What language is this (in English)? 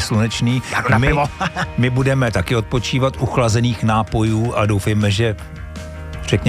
Czech